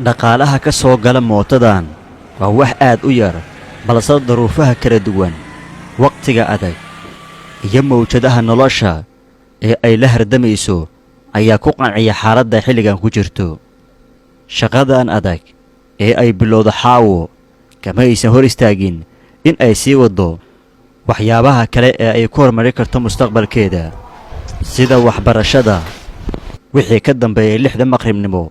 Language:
Somali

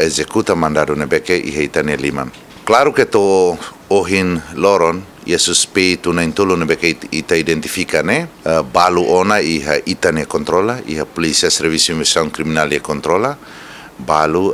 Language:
Tetum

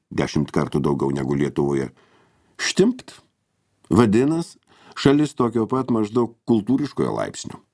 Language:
Lithuanian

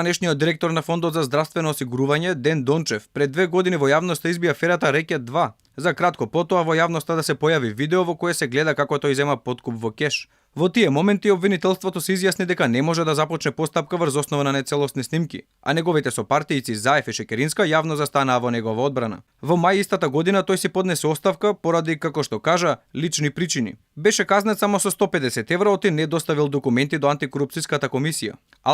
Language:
Macedonian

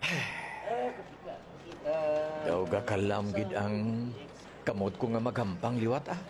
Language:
Hiligaynon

